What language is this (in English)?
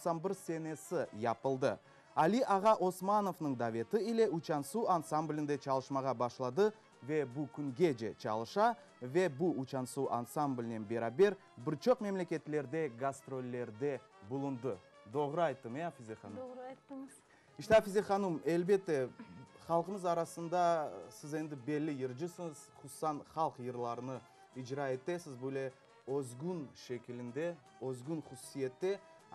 Crimean Tatar